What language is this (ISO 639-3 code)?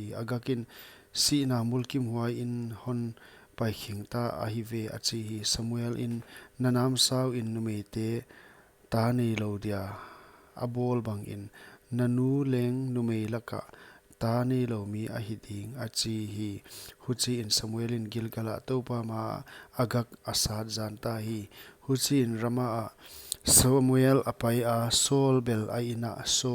pck